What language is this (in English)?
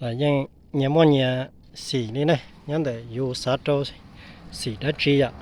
Hmong